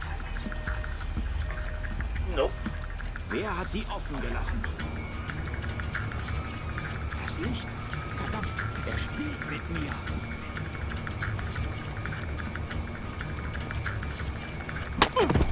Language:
German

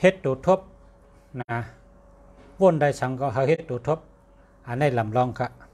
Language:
Shan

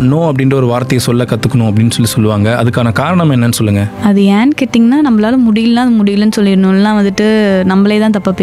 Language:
Tamil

